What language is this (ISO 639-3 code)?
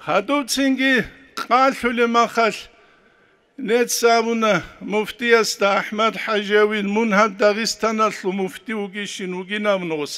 ava